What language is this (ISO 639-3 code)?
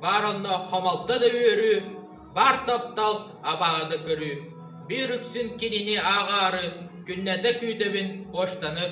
sah